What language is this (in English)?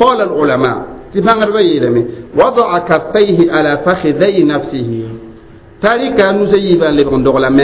Mossi